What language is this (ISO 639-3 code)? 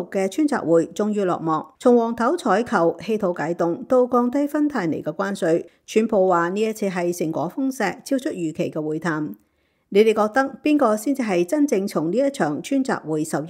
yue